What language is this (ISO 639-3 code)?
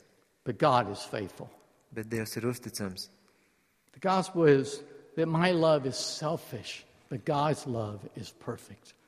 lav